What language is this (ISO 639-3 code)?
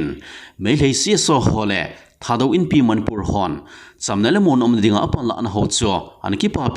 tcz